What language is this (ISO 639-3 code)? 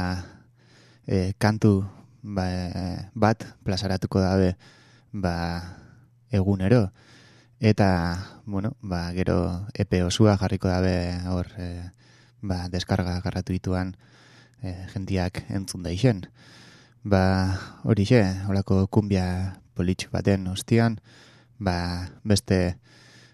eus